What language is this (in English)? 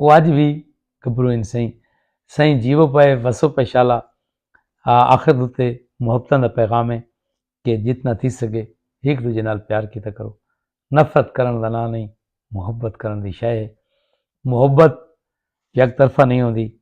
Saraiki